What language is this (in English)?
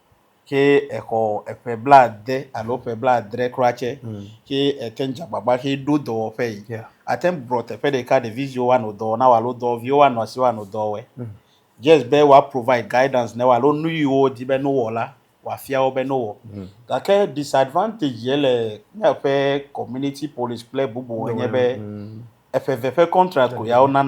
Ewe